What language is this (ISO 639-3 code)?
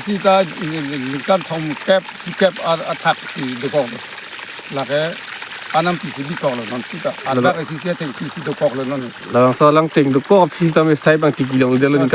mjw